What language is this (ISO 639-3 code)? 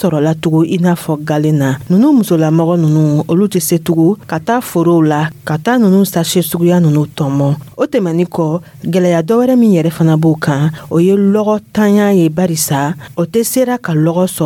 dyu